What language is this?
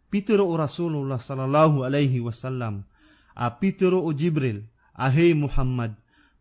Maranao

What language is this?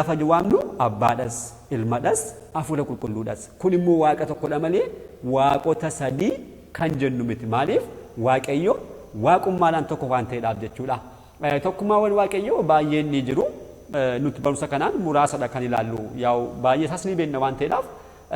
Oromo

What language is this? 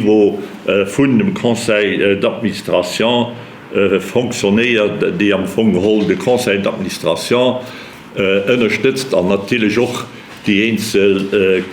Luxembourgish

